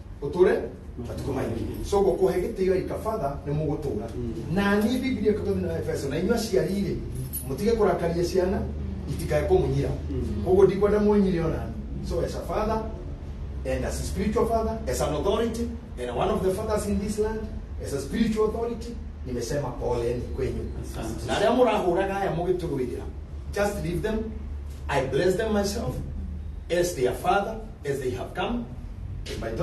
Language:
Kikuyu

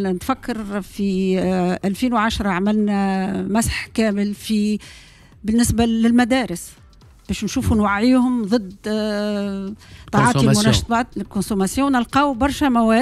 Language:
Tunisian Arabic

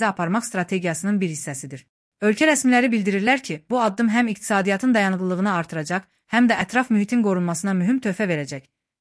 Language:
Azerbaijani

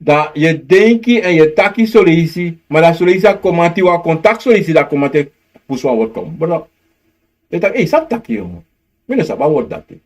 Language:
Sranan Tongo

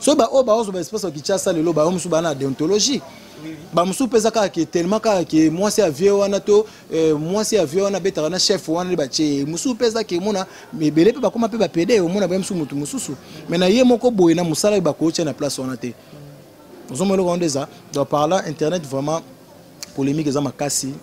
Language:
Lingala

